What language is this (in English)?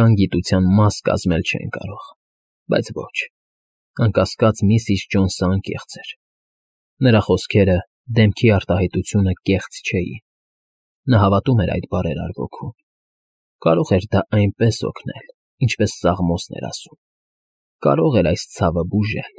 Armenian